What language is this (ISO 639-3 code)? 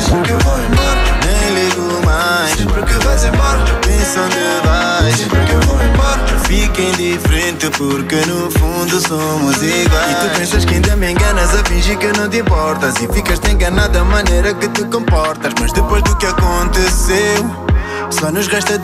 por